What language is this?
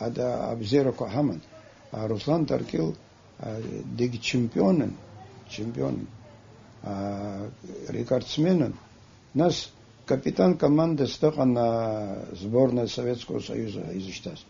Abkhazian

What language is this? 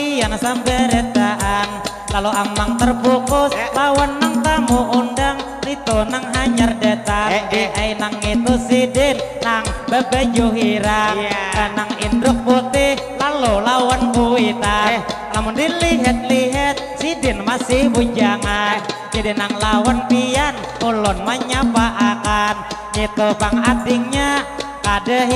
Banjar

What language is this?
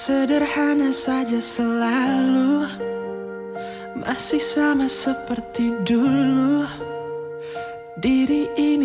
Indonesian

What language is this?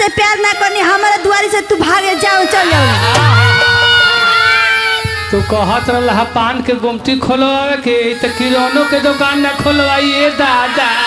Bhojpuri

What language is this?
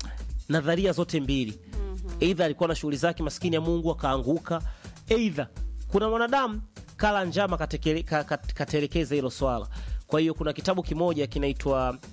Swahili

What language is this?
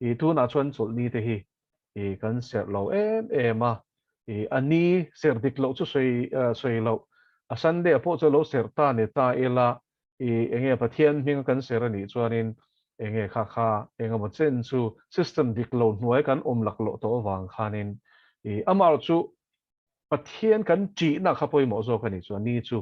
Mizo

